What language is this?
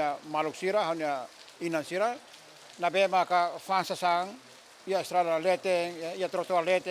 Tetum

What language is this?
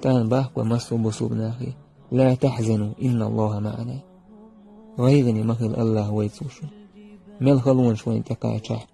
Chechen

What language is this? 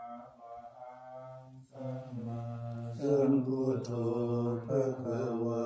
Pali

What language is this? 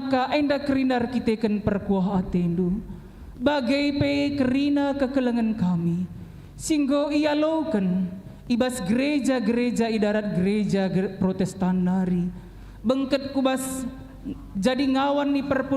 Batak Karo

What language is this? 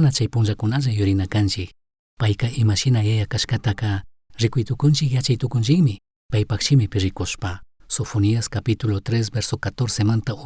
Chimborazo Highland Quichua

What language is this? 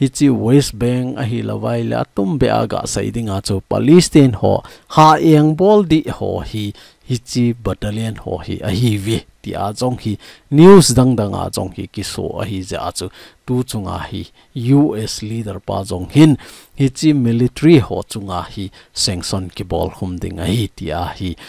Thado Chin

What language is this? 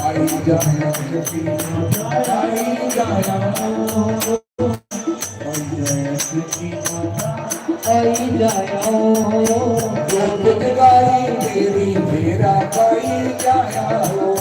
Dogri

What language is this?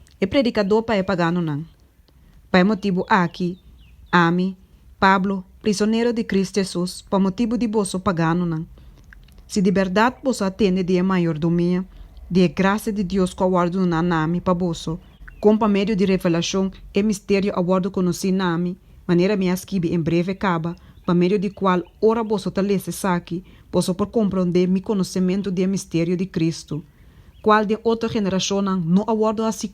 Papiamento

